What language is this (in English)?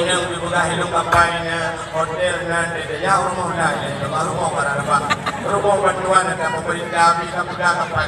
Achinese